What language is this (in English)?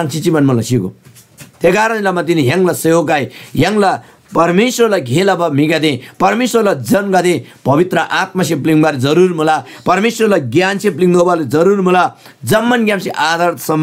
Eastern Tamang